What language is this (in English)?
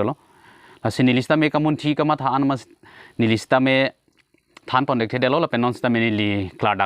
Karbi